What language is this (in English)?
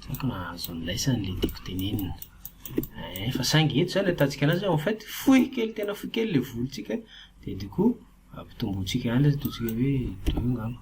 Malagasy